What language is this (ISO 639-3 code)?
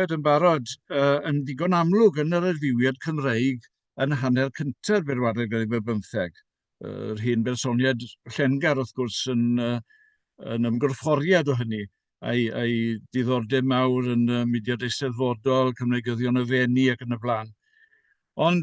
cym